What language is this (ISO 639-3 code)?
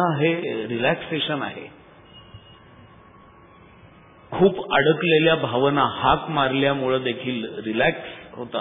mar